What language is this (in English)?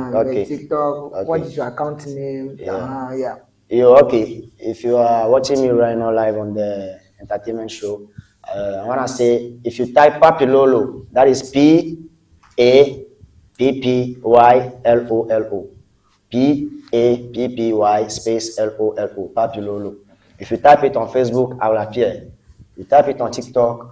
Ewe